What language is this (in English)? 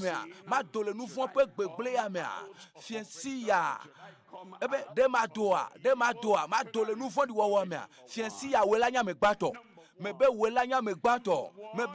Ewe